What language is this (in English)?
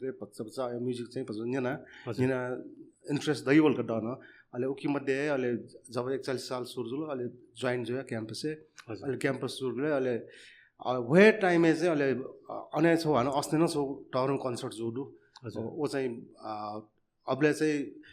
Newari